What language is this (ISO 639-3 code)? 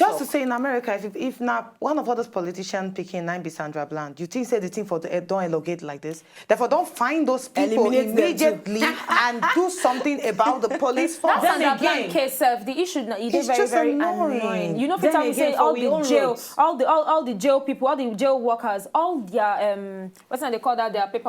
pcm